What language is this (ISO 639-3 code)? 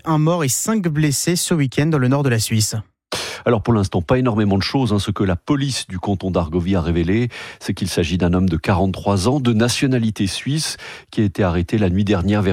fra